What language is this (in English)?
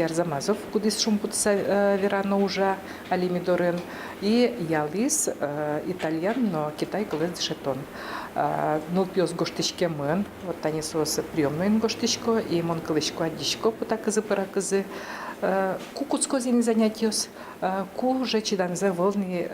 Udmurt